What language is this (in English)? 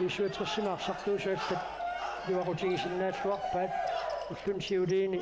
Kalaallisut